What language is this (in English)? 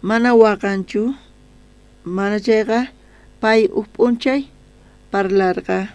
South Bolivian Quechua